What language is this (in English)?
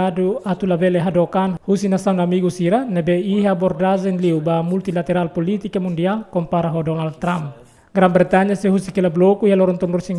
Tetum